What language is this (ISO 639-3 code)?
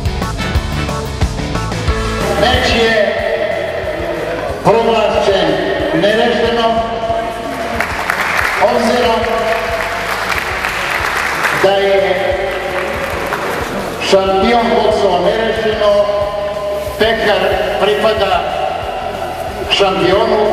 srp